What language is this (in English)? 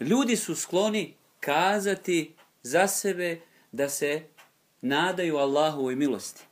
Bosnian